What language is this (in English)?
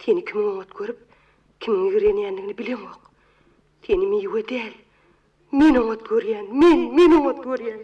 Turkmen